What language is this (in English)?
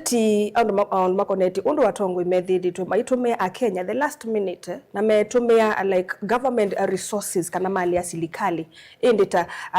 Kamba